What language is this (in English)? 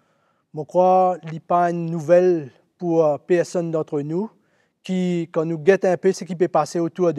Morisyen